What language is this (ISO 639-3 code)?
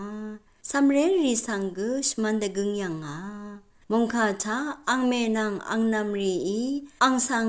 raw